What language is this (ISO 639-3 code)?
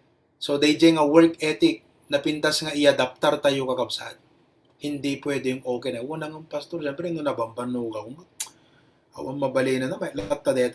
ilo